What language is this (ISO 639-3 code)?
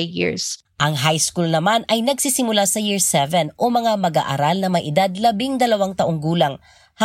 fil